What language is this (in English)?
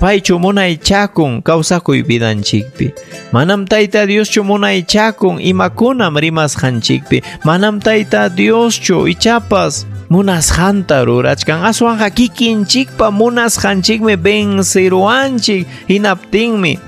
Ayacucho Quechua